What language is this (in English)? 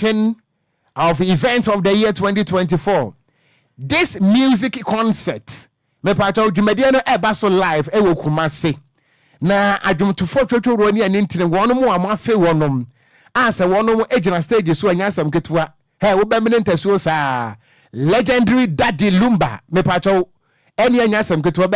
Akan